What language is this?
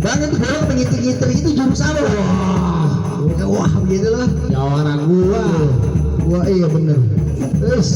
Betawi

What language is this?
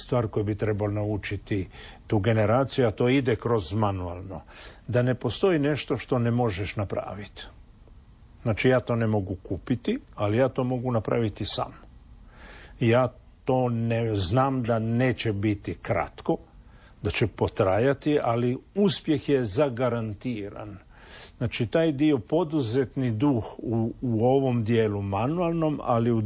Croatian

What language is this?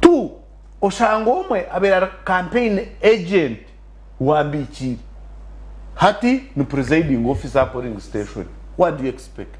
Nyankole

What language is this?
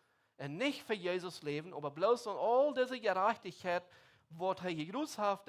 Plautdietsch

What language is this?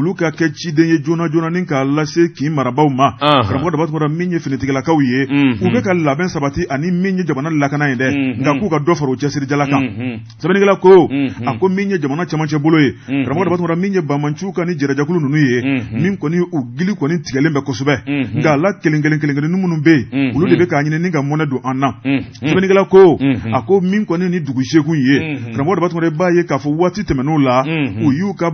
Bambara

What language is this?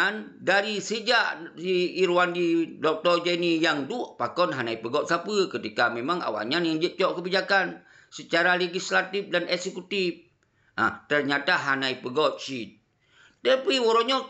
Achinese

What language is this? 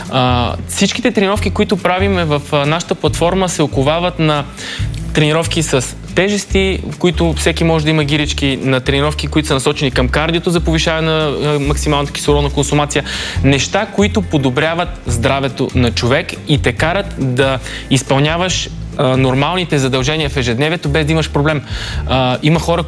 Bulgarian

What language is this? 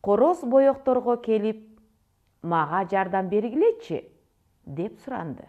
Kyrgyz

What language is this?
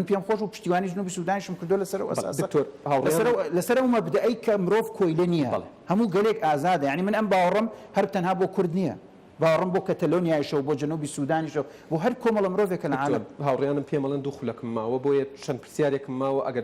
Central Kurdish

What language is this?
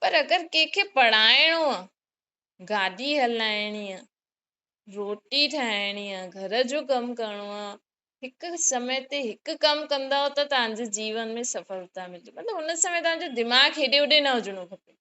Sindhi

